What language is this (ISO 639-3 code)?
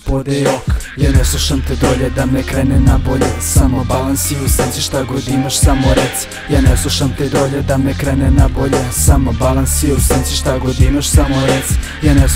srp